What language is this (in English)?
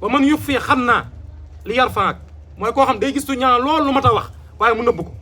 Wolof